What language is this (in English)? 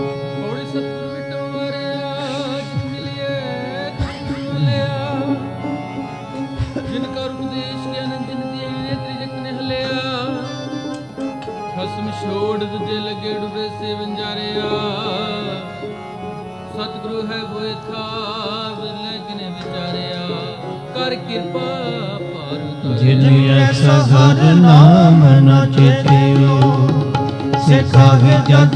Punjabi